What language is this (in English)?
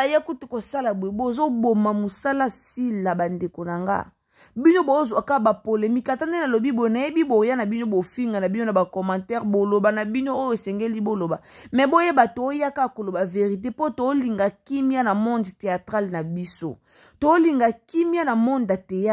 Lingala